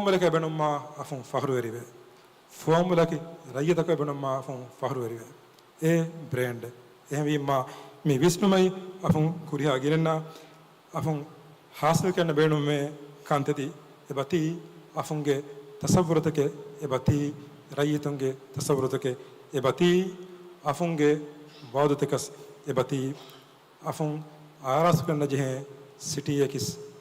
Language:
Divehi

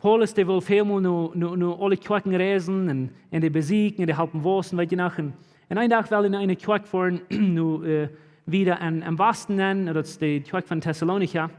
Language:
Plautdietsch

